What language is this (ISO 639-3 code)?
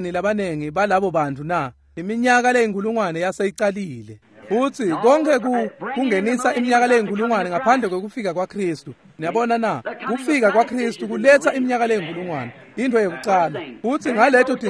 ssw